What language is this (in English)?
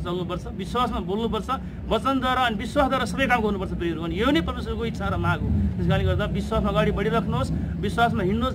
Nepali